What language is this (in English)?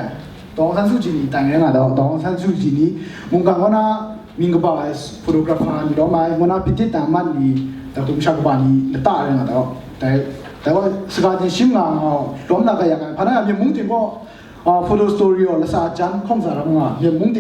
Kachin